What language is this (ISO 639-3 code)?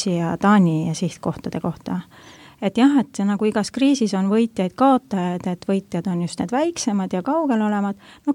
est